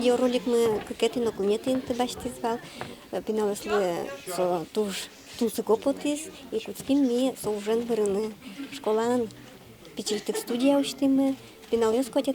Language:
Udmurt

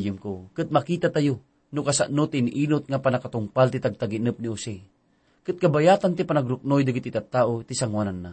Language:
Iloko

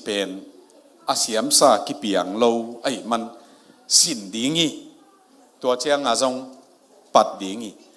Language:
Tedim Chin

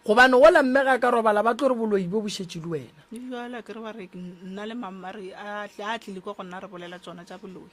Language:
Northern Sotho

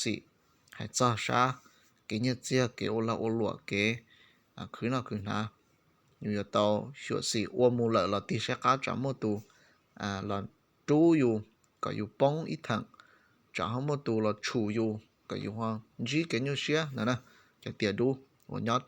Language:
Hmong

